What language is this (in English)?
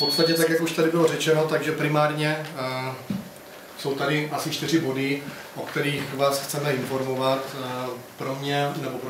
Czech